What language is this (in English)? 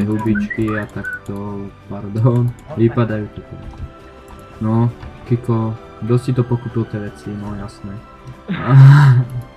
Slovak